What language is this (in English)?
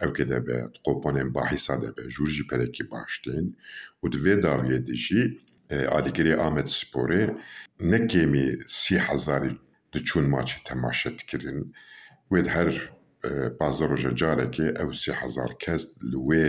Kurdish